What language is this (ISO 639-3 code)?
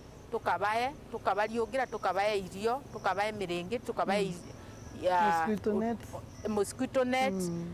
mer